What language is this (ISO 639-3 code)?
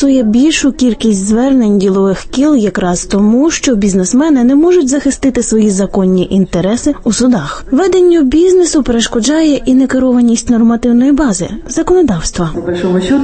ukr